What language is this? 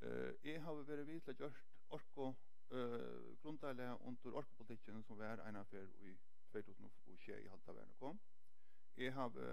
Faroese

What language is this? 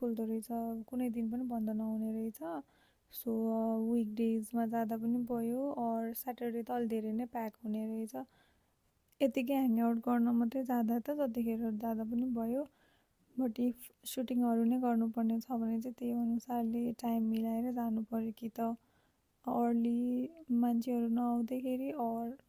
Nepali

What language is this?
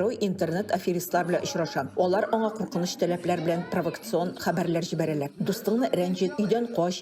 Tatar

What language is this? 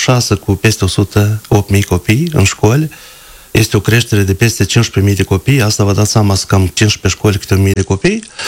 Romanian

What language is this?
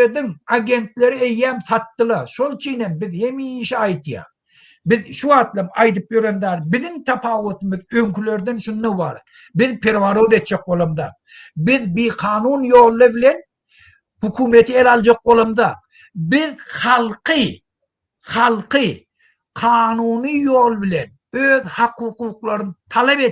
Turkmen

